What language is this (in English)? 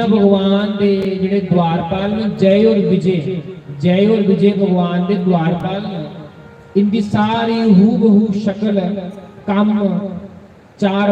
Dogri